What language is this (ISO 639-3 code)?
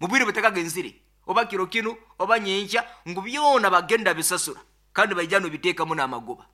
nyn